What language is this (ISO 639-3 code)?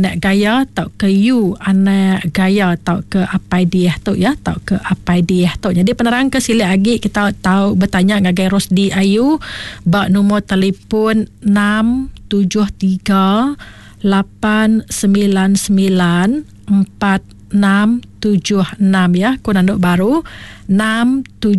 iba